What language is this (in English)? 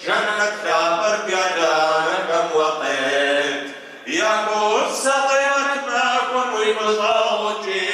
Kabardian